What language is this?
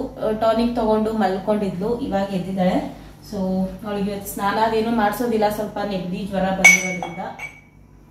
Kannada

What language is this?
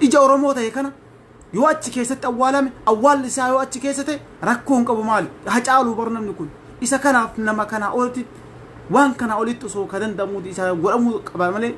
Oromo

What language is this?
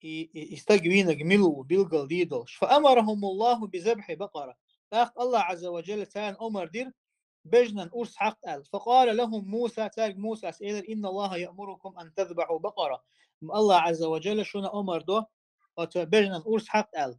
Chechen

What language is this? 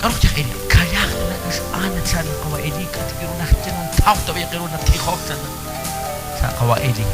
Kekchí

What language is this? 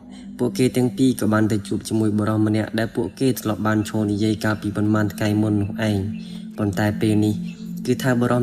Khmer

